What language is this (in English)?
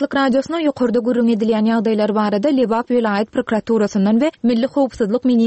Turkmen